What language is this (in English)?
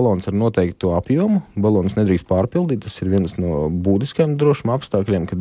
Latvian